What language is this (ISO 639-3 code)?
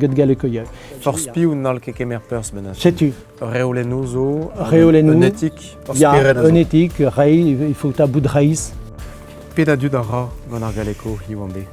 bre